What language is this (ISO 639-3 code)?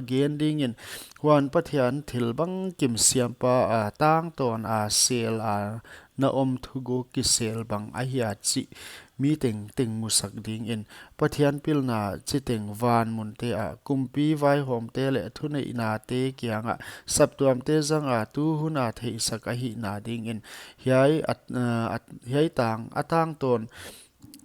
pck